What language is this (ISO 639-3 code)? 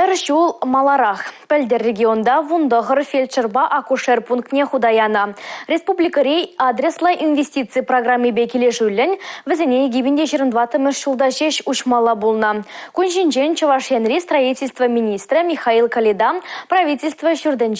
chv